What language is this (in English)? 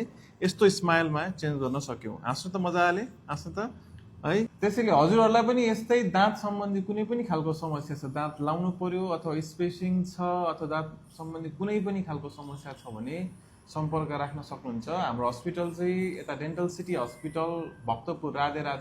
Nepali